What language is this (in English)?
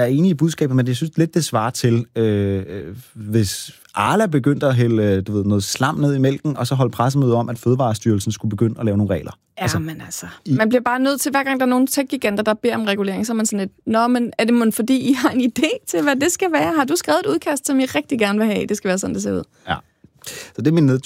Danish